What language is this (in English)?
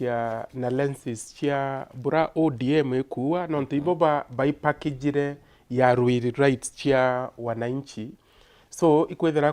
Meru